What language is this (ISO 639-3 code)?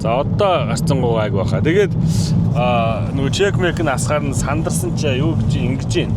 mon